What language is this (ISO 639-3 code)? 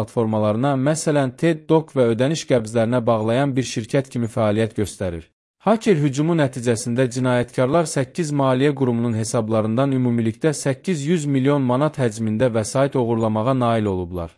aze